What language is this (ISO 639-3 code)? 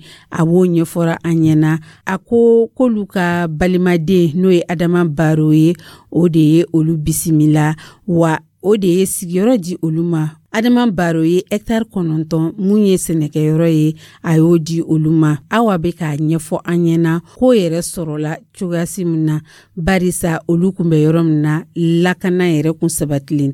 dyu